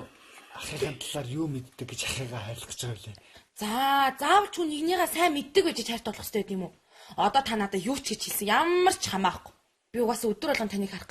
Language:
Mongolian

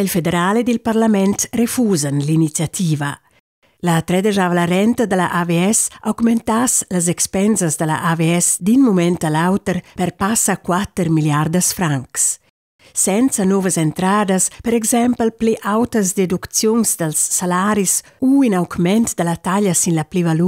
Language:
Romansh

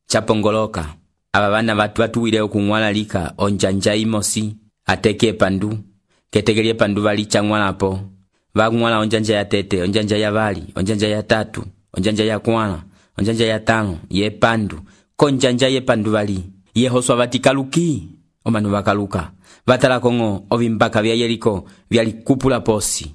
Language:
Umbundu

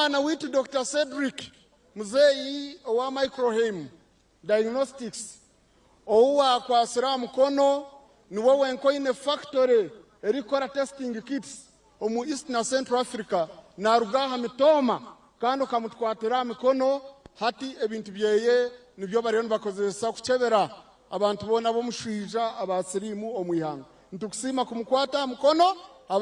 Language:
Nyankole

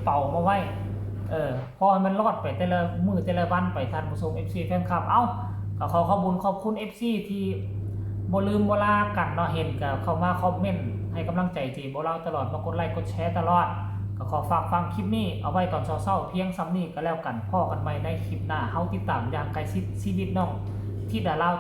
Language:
Northeastern Thai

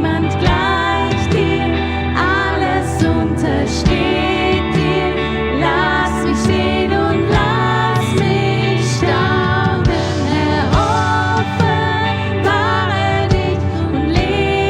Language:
Swiss German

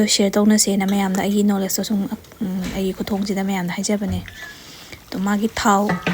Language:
Manipuri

